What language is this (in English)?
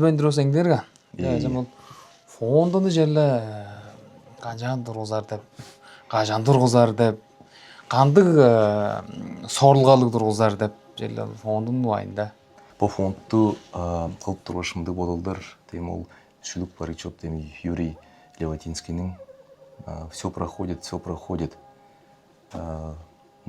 Tuvinian